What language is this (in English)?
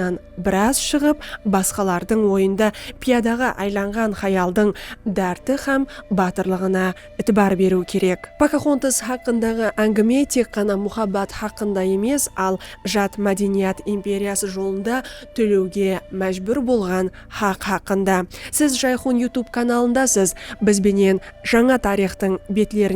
Kara-Kalpak